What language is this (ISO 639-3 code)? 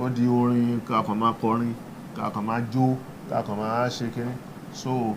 yor